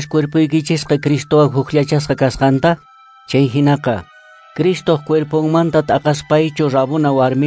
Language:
Quechua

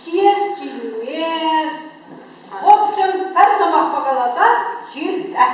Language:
Chuvash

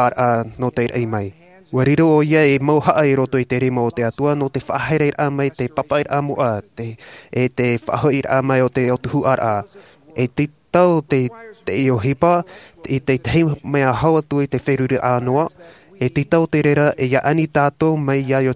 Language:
Tahitian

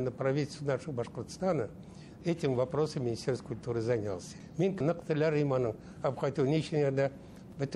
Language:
Bashkir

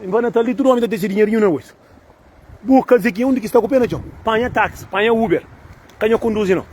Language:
Kabuverdianu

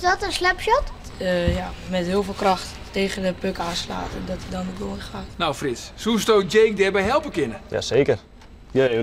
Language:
Western Frisian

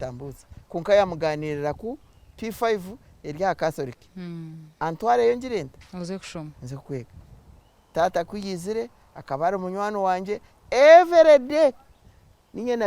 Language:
Nyankole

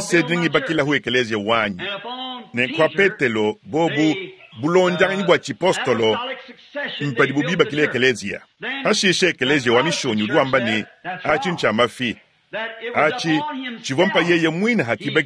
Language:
Luba-Lulua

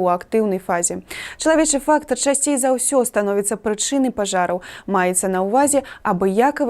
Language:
Belarusian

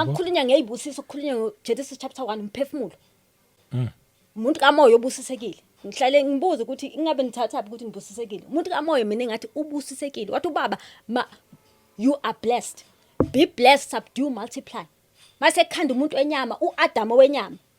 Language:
Zulu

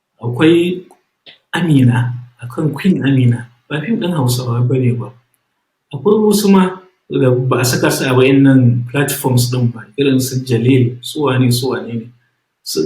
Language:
Hausa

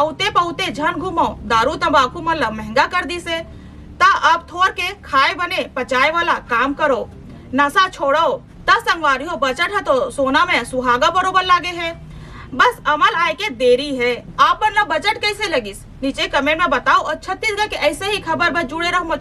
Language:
Chhattisgarhi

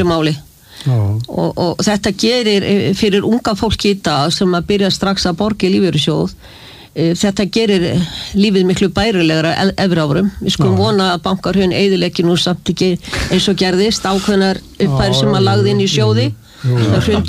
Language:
Icelandic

